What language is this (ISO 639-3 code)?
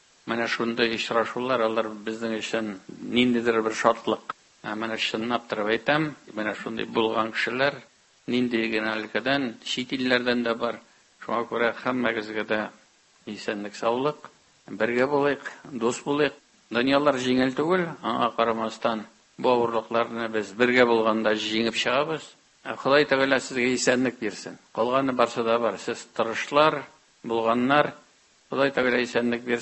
tat